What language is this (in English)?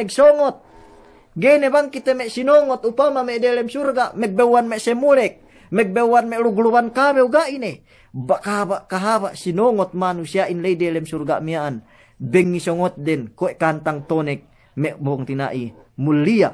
Yakan